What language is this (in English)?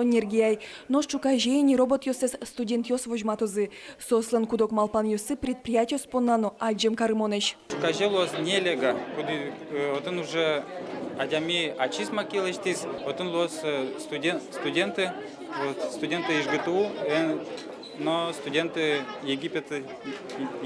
Udmurt